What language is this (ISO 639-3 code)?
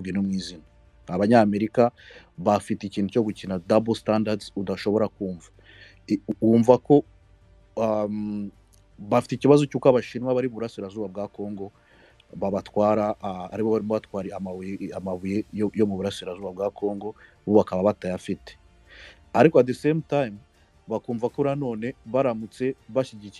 kin